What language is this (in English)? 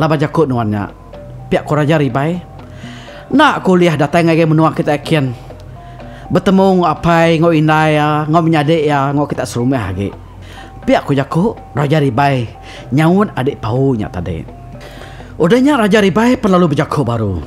Iban